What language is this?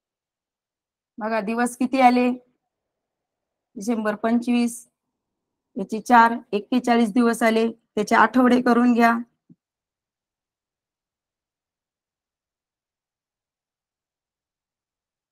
Marathi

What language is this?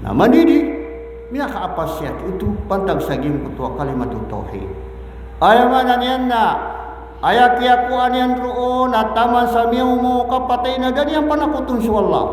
Maranao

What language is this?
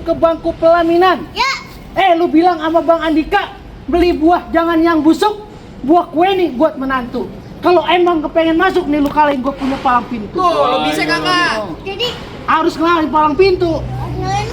Betawi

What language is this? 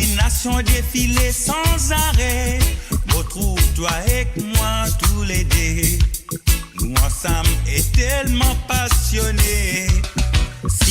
Morisyen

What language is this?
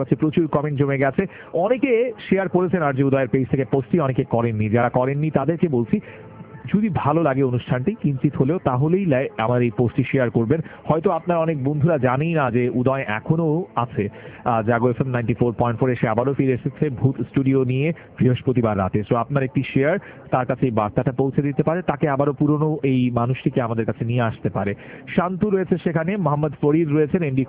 Bangla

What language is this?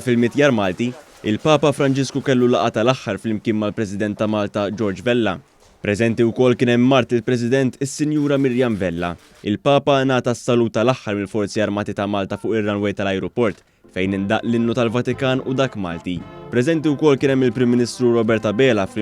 Maltese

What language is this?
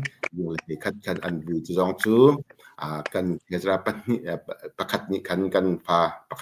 Hakha Chin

